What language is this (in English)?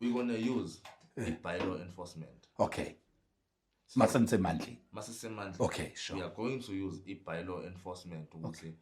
Zulu